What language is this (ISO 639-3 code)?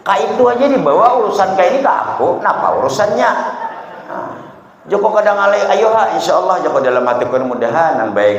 bjn